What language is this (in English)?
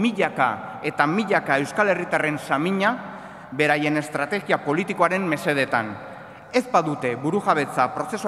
Basque